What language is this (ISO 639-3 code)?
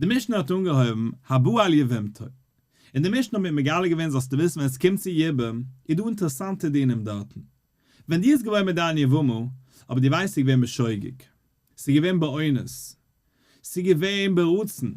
yid